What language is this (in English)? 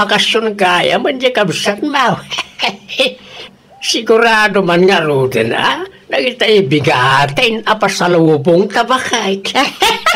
Iloko